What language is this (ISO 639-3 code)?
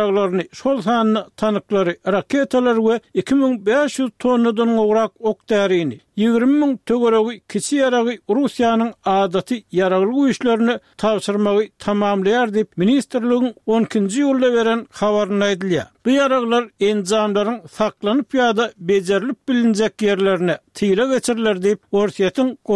tuk